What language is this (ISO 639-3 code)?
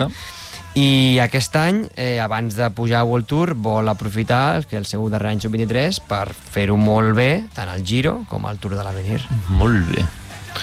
cat